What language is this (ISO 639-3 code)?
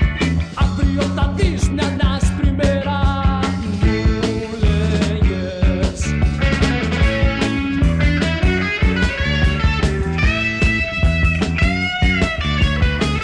ell